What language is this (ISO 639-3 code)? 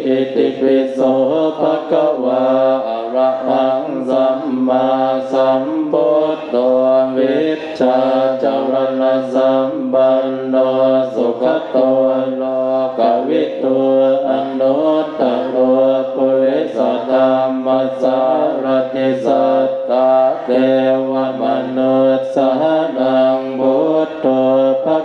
pli